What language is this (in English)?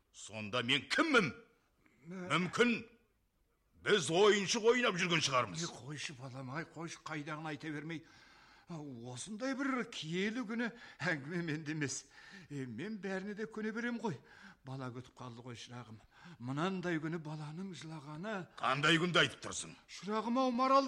Kazakh